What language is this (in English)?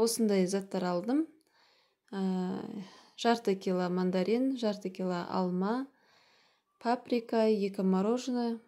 Kazakh